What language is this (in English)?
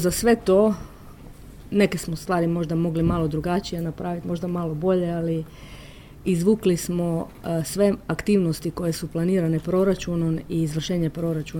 Croatian